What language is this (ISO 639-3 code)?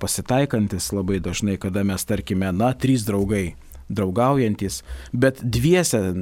lit